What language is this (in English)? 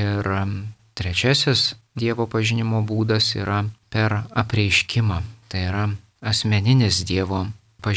Lithuanian